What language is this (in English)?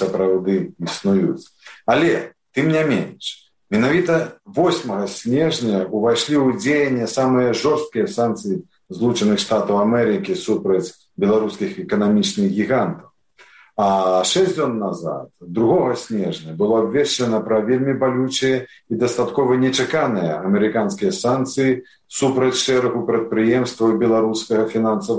Belarusian